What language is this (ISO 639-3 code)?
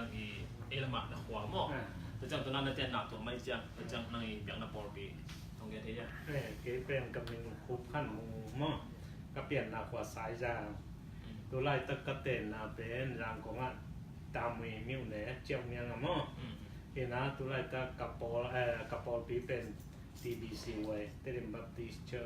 ctd